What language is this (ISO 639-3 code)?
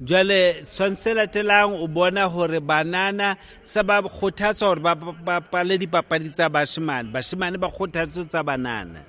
sot